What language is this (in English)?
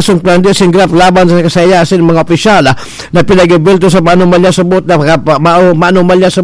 Bikol